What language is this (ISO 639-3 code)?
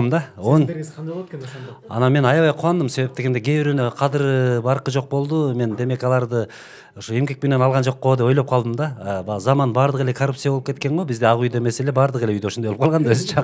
kir